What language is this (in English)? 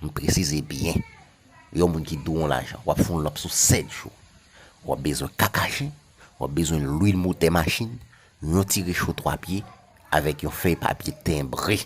Haitian Creole